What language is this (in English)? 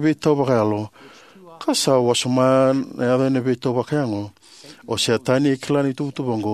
Fijian